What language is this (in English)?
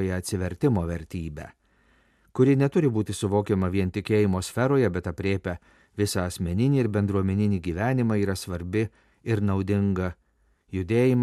Lithuanian